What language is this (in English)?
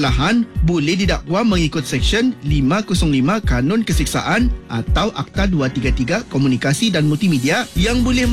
Malay